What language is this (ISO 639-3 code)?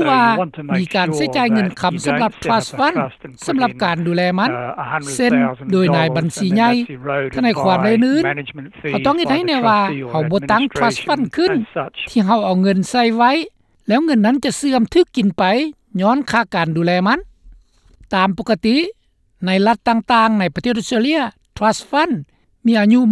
lao